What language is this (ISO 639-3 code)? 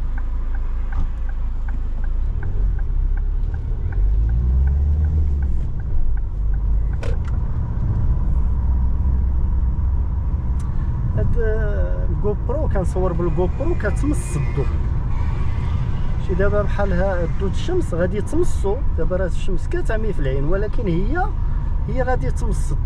ary